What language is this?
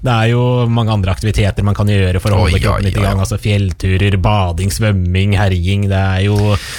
Norwegian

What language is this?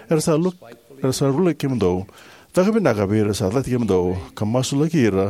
Fijian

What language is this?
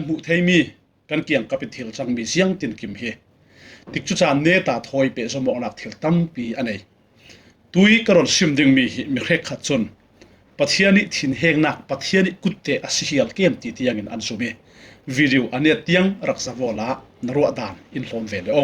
Falam Chin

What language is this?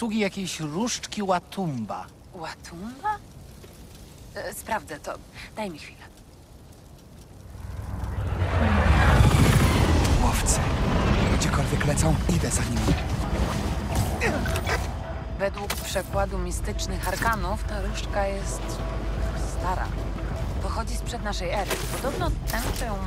Polish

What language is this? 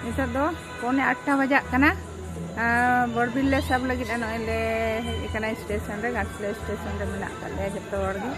Santali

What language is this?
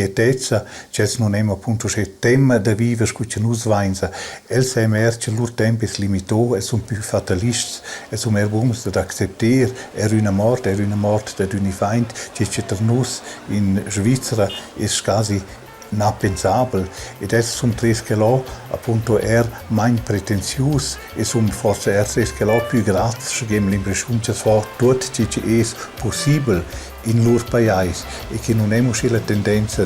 Romansh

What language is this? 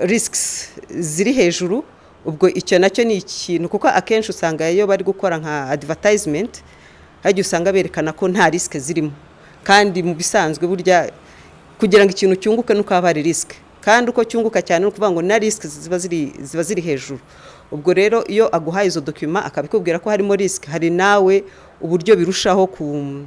Kinyarwanda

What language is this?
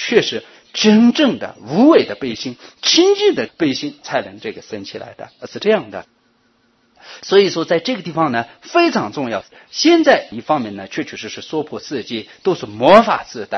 Chinese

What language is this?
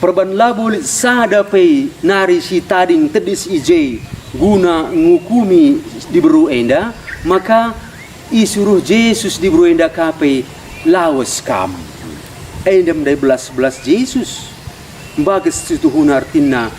Batak Karo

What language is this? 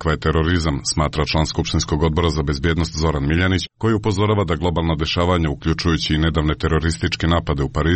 Serbian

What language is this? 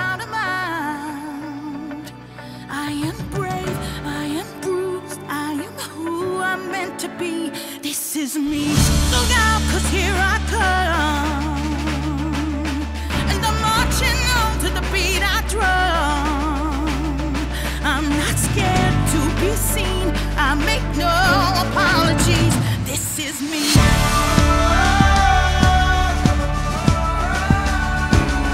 English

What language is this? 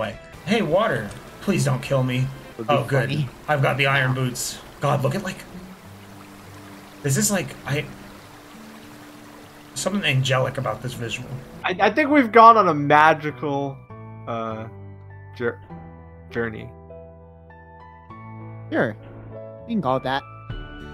English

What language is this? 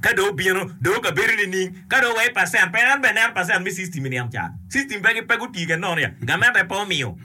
Acoli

